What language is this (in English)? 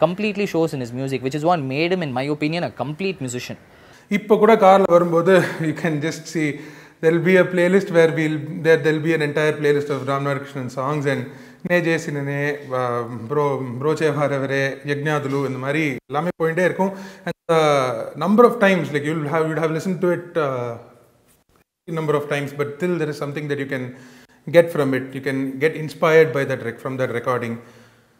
Tamil